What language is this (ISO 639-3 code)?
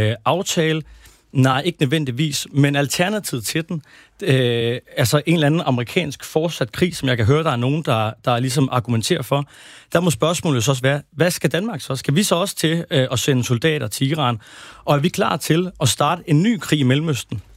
dan